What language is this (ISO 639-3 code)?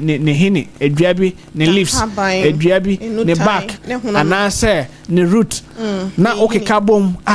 aka